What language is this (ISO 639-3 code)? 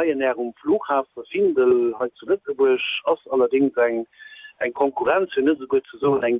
ltz